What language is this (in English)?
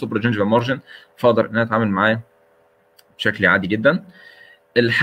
Egyptian Arabic